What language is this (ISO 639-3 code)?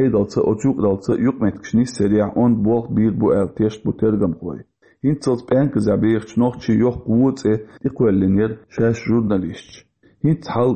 che